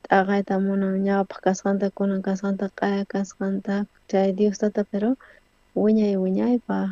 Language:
South Bolivian Quechua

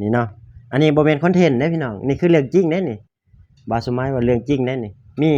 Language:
Lao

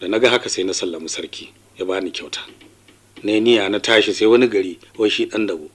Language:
Hausa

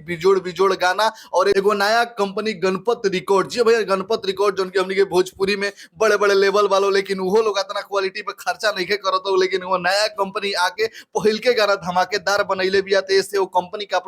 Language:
Bhojpuri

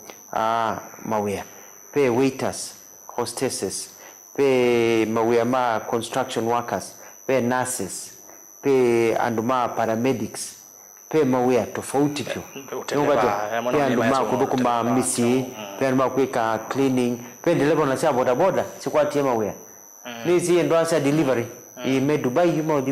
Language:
Kamba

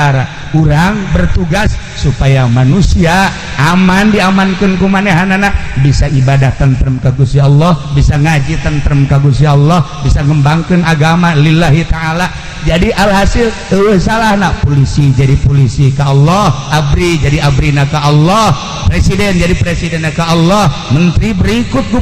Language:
Sundanese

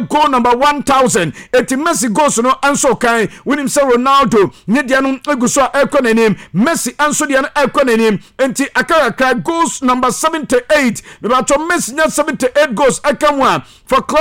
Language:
Akan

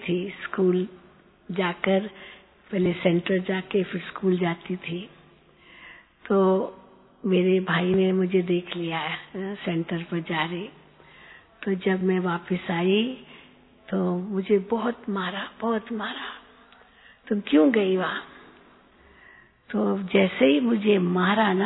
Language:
Hindi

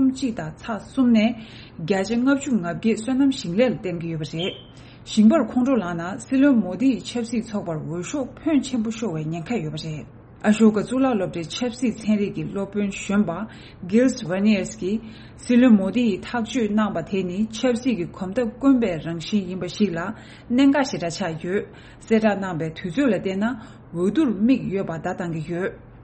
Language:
Tibetan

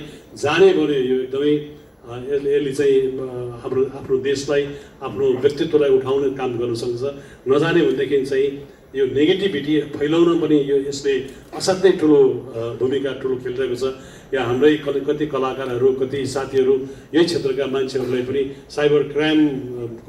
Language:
Nepali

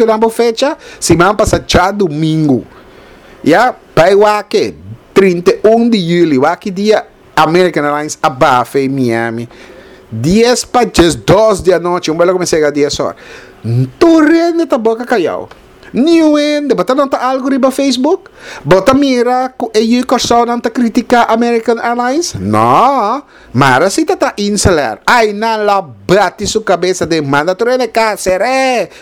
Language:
Papiamento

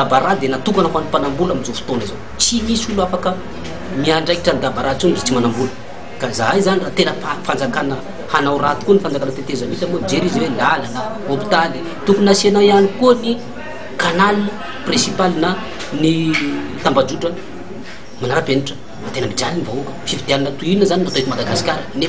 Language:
Malagasy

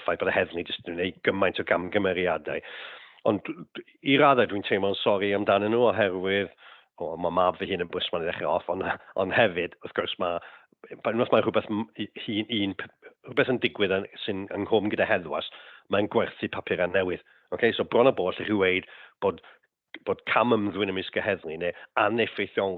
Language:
Welsh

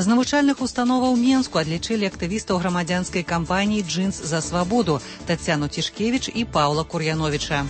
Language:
Belarusian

